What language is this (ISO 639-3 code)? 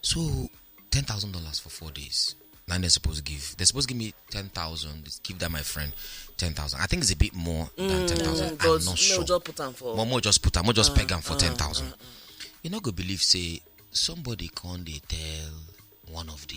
pcm